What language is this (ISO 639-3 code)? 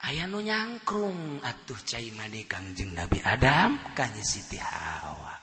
sun